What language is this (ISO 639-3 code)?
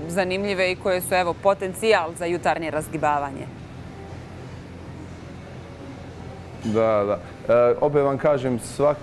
bos